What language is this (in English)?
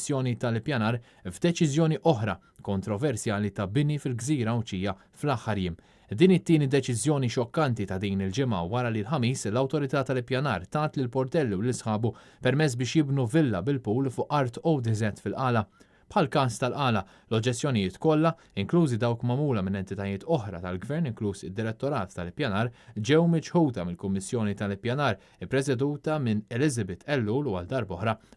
Maltese